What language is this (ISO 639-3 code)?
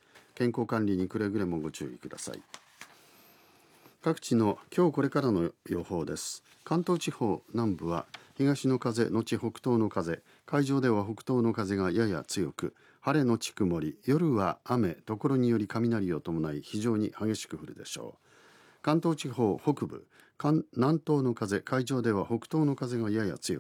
jpn